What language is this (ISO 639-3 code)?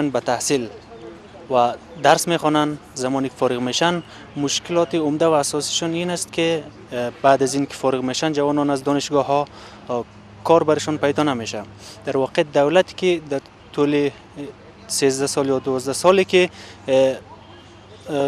fas